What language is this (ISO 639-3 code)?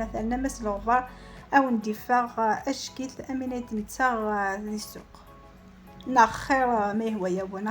kab